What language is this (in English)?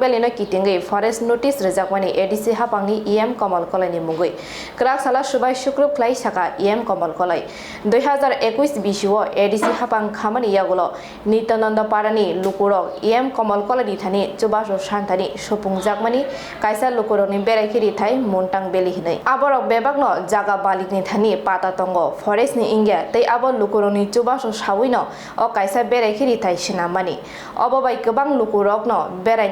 Kok Borok